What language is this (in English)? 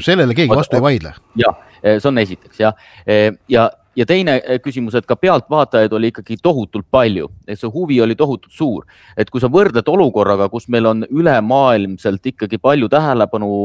Estonian